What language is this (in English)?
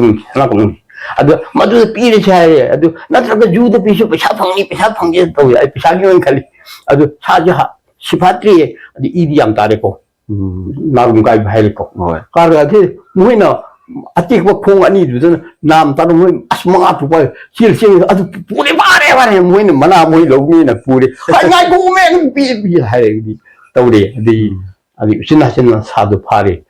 Manipuri